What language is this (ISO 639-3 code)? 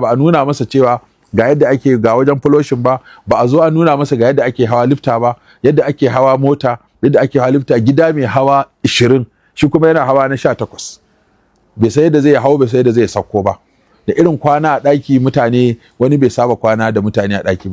hau